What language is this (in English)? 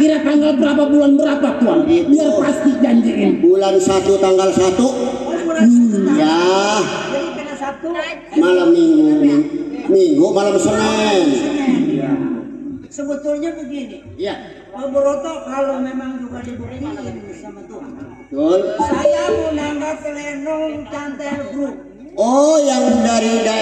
Betawi